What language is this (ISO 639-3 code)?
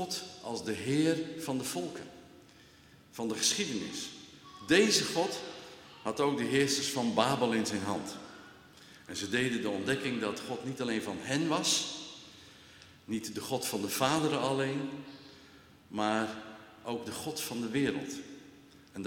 nld